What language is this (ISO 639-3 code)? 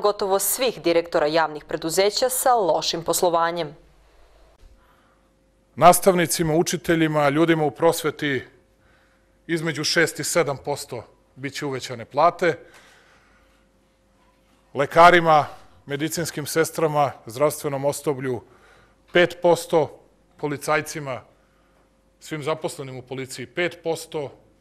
srp